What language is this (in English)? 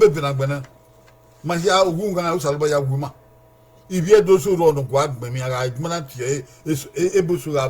Bini